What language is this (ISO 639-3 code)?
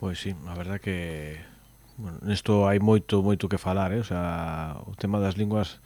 glg